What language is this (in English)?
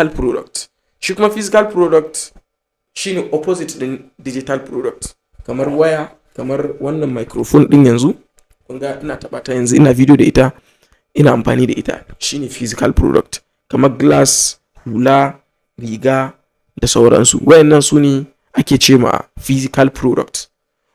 Hausa